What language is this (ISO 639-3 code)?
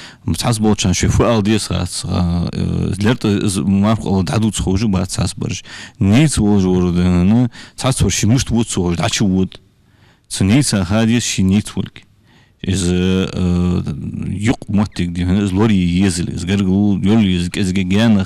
inh